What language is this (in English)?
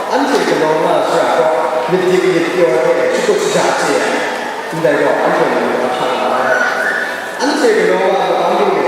Kachin